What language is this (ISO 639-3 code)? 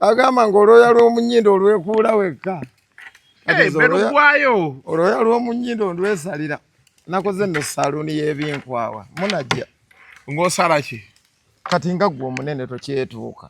lug